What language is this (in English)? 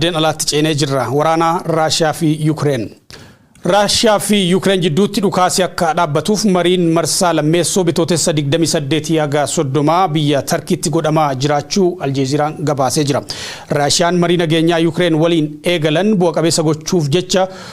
Oromo